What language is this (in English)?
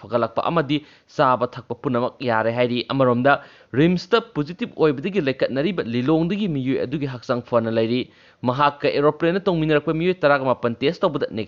Manipuri